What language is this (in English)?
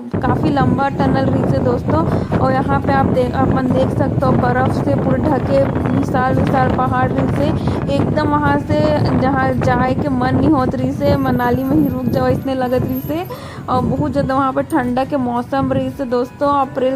Chhattisgarhi